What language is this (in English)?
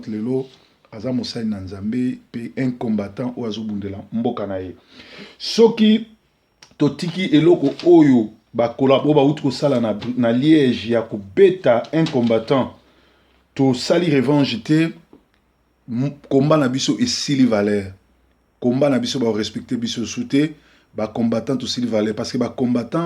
Lingala